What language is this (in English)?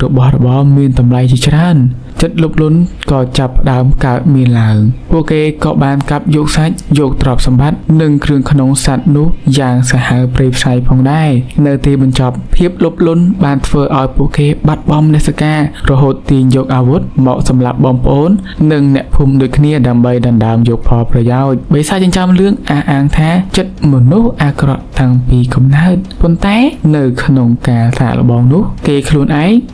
Khmer